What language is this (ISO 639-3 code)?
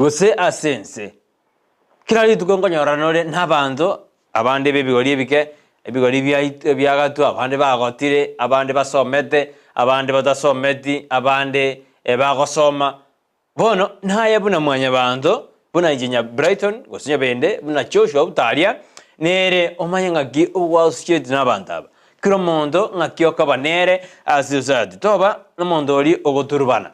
guz